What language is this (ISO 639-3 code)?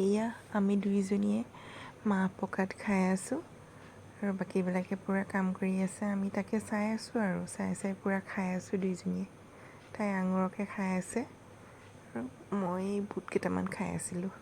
asm